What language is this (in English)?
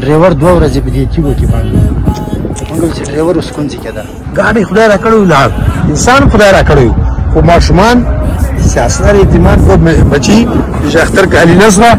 Pashto